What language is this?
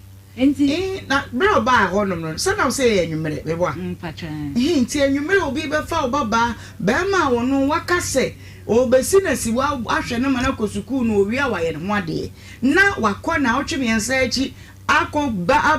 Akan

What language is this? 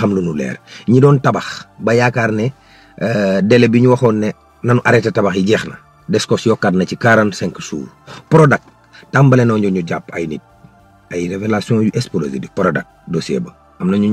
Wolof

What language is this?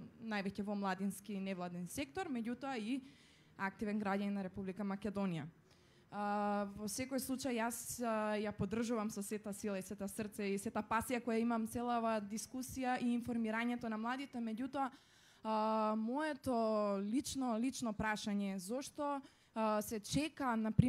Macedonian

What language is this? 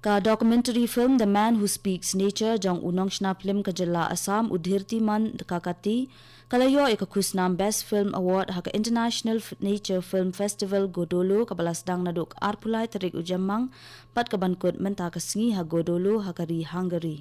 Khasi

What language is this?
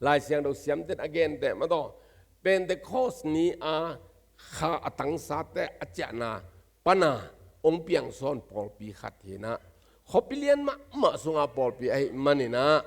Tedim Chin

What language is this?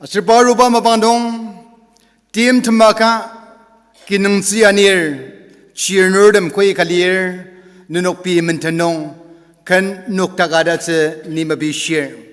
Ao Naga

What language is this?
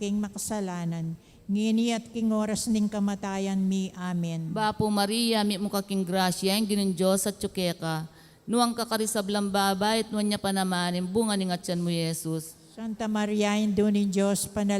Pampanga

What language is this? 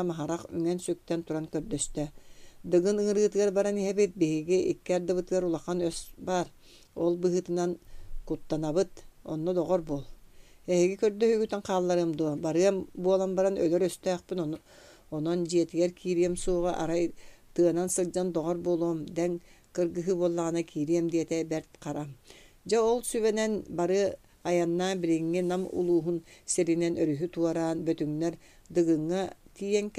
Yakut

